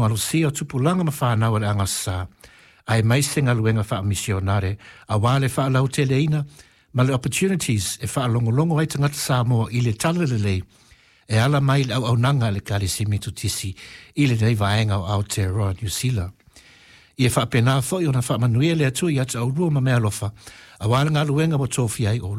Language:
Samoan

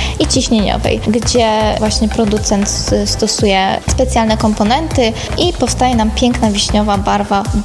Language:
Polish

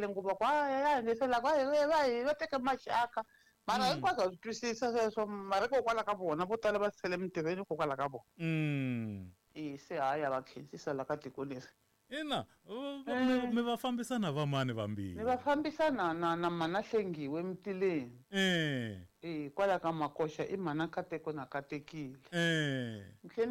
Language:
Tsonga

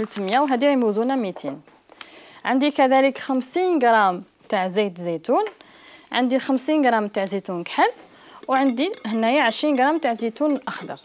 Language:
Algerian Arabic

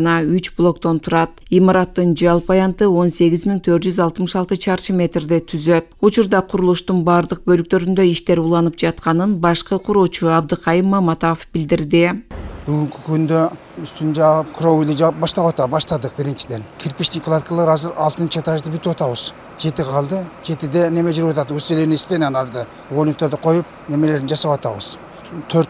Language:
Kyrgyz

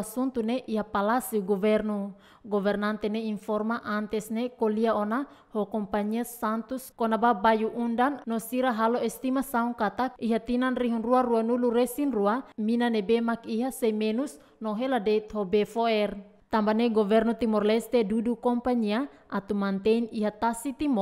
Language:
Tetum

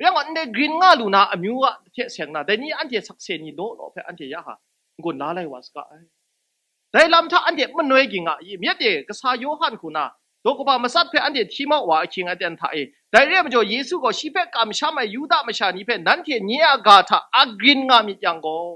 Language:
Kachin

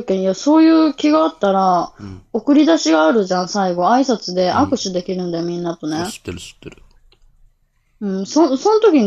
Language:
Japanese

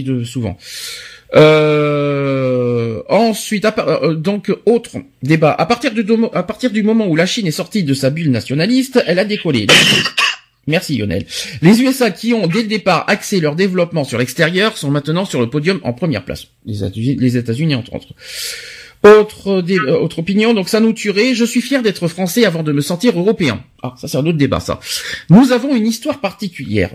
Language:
French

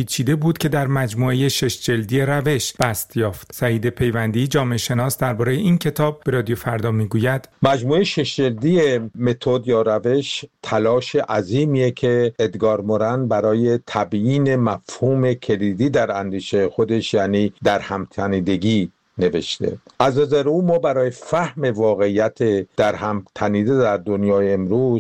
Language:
Persian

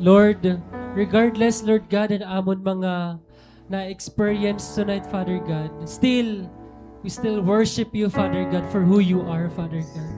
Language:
Waray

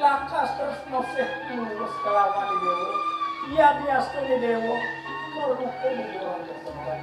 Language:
Balinese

